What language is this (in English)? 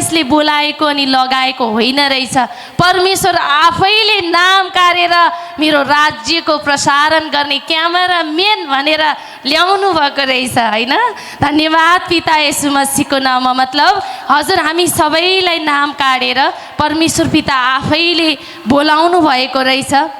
Nepali